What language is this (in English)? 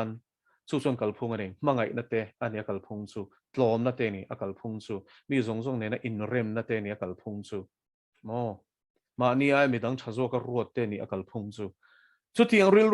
Mizo